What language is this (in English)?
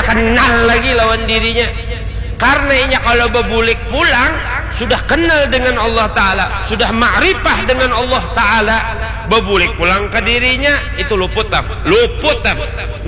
Banjar